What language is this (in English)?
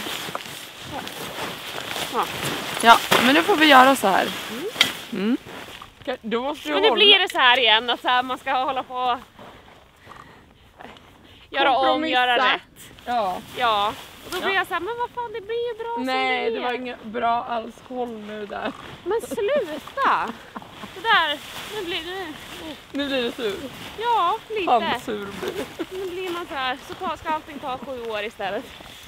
Swedish